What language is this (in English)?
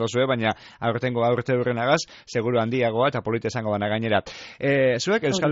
Basque